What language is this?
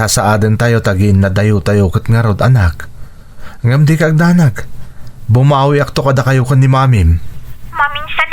Iloko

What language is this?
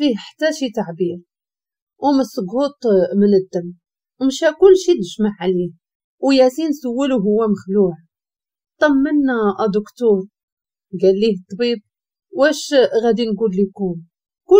Moroccan Arabic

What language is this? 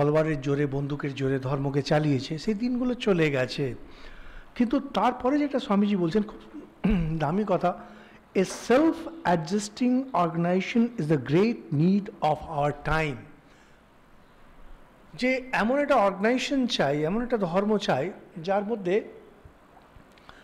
Bangla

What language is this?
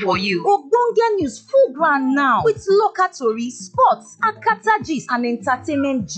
Nigerian Pidgin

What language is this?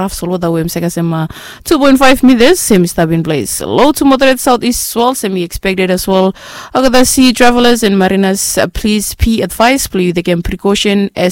Bislama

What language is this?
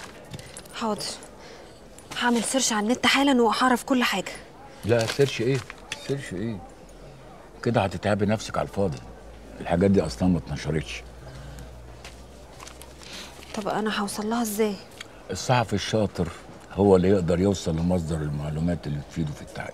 Egyptian Arabic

